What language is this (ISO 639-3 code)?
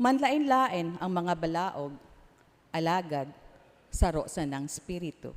bik